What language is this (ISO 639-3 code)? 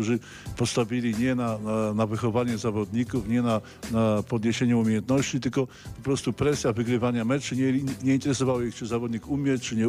pol